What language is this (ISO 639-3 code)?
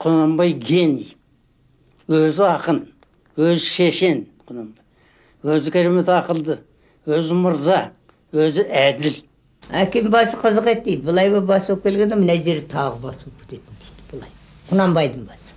kaz